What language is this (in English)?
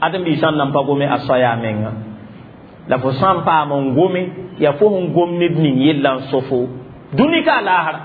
Mossi